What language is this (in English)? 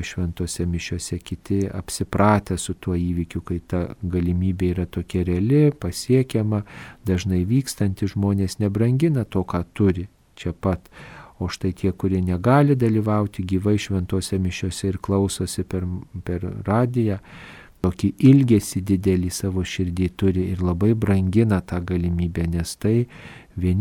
Lithuanian